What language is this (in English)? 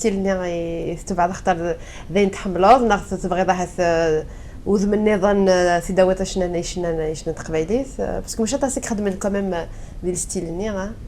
Kabyle